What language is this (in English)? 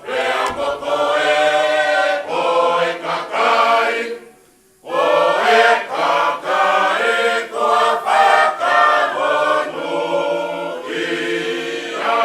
Tongan